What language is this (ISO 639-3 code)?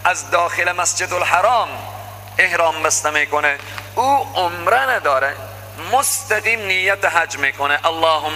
fas